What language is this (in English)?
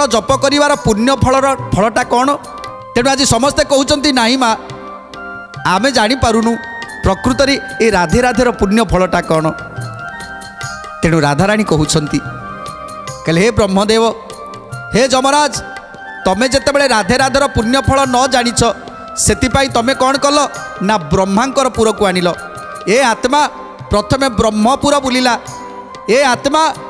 Odia